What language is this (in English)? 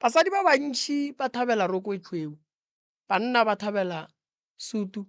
Northern Sotho